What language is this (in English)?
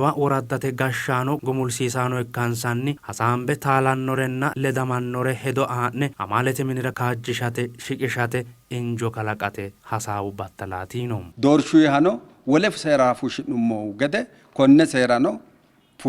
Sidamo